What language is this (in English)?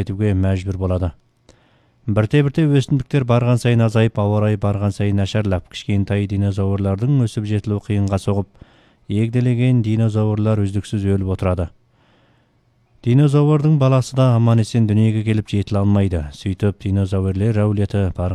Kazakh